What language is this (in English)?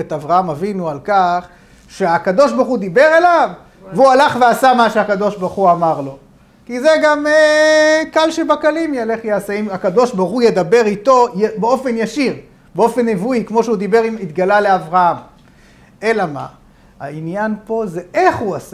Hebrew